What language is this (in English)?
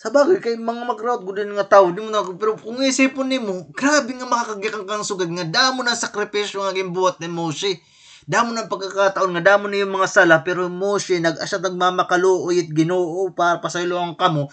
Waray